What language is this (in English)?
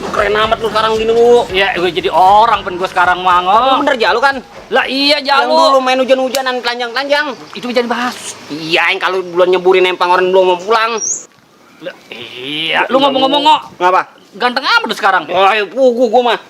Betawi